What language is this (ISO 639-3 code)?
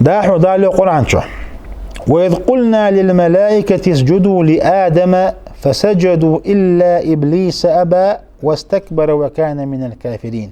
inh